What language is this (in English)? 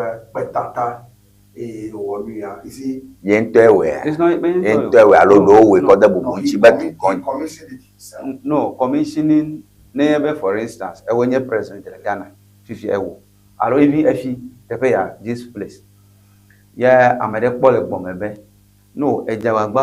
Ewe